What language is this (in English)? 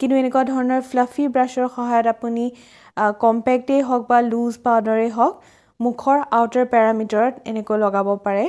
Assamese